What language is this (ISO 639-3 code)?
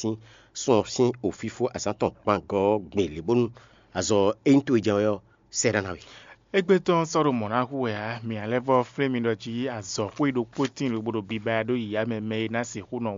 fon